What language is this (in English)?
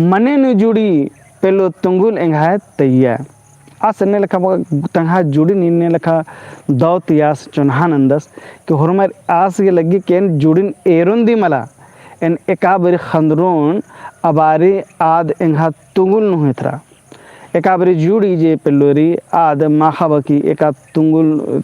Kurukh